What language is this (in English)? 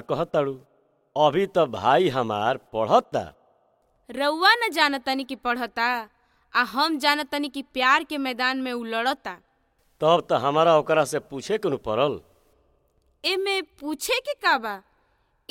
Bhojpuri